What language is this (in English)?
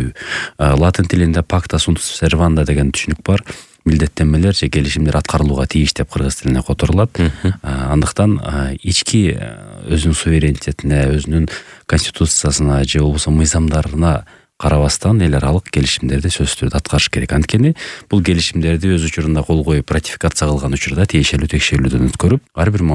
Kyrgyz